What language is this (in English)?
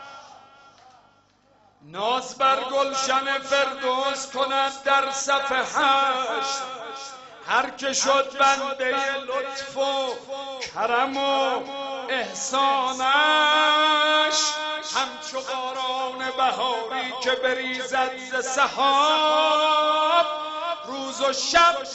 Persian